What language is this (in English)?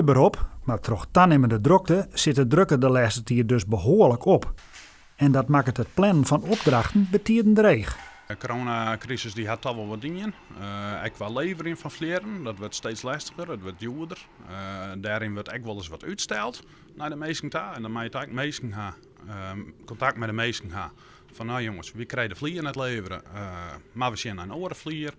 Western Frisian